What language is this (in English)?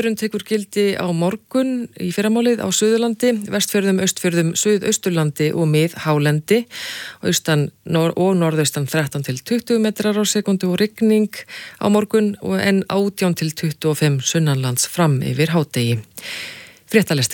Icelandic